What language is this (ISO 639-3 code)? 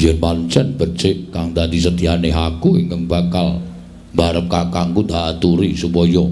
jav